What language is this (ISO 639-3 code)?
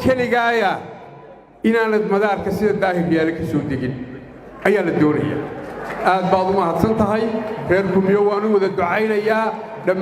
som